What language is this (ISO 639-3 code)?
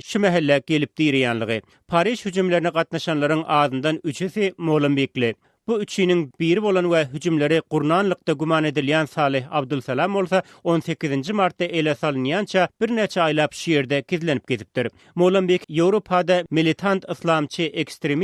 tuk